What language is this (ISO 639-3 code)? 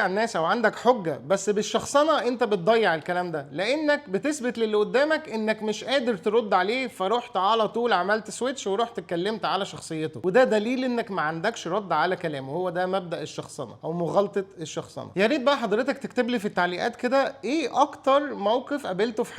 arz